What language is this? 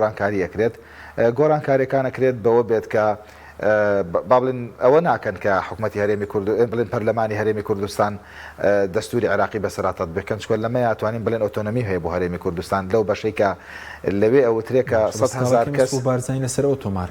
Central Kurdish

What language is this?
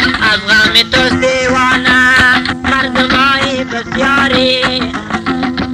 Persian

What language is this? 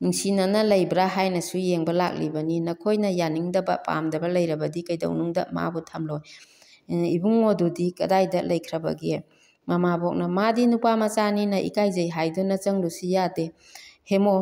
Manipuri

